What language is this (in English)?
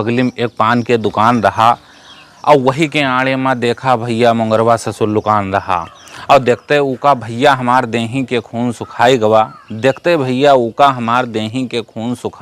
Awadhi